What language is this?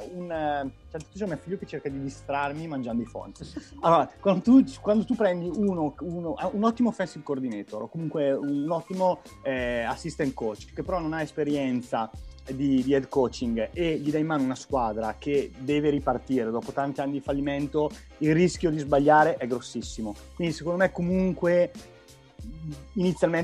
Italian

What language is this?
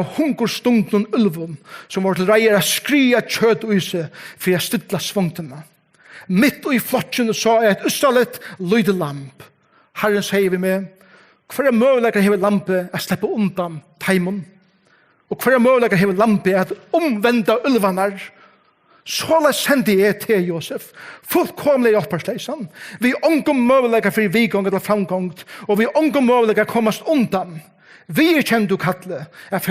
Faroese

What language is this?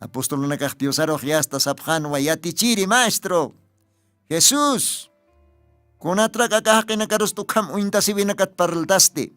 Aymara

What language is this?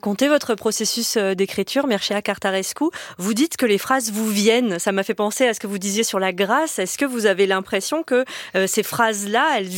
French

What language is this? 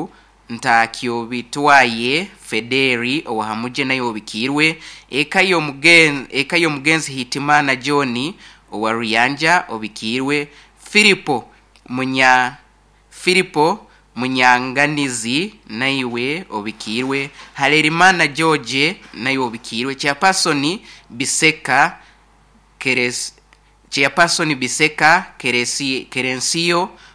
Nyoro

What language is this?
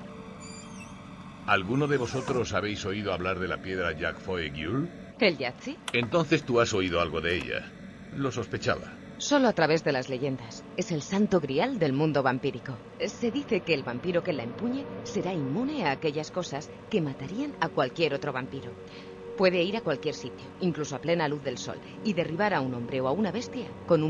Spanish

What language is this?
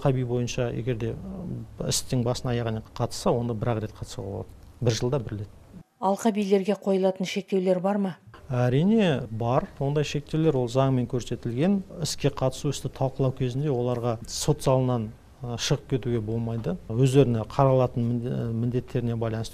Kazakh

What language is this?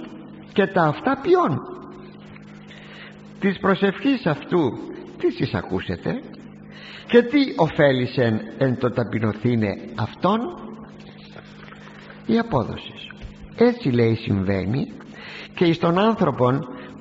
Greek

